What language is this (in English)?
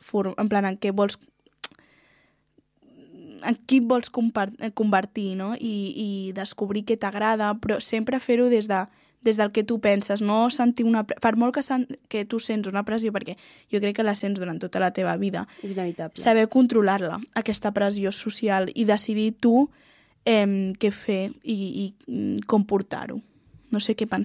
Catalan